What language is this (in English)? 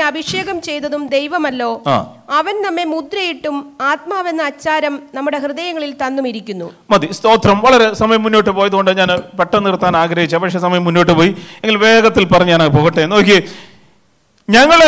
Malayalam